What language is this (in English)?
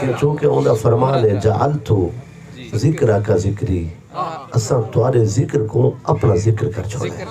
Saraiki